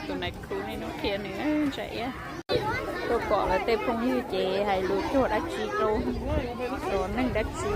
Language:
Hmong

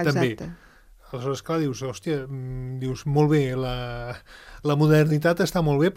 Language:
Catalan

